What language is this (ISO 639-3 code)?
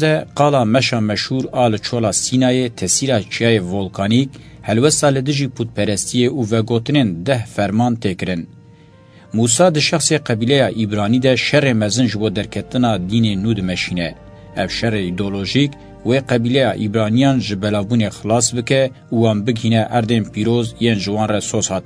kur